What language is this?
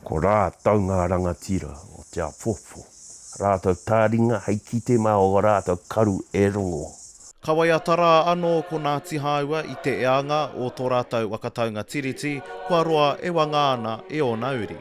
Māori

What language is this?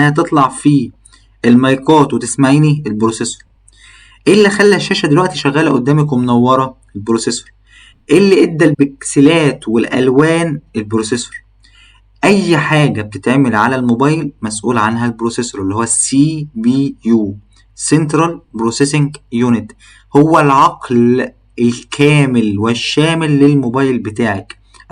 Egyptian Arabic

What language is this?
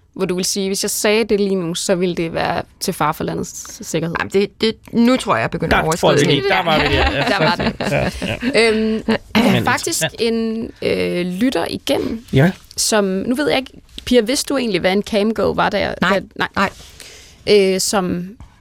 Danish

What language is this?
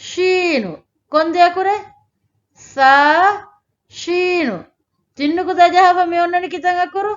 Divehi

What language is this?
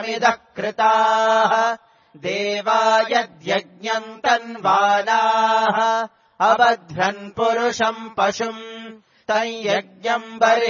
Sanskrit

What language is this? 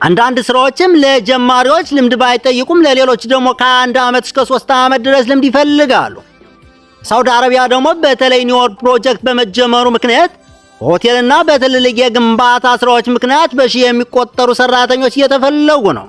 Amharic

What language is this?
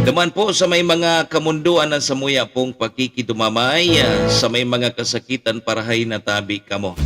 Bikol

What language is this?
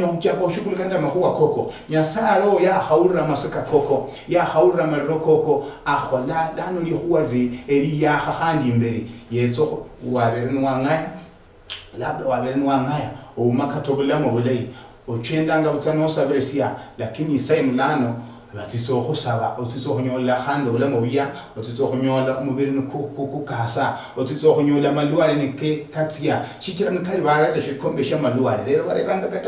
Luyia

